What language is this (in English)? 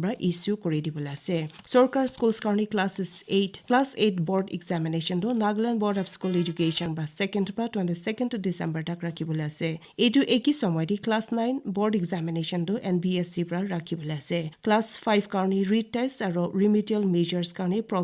Naga Pidgin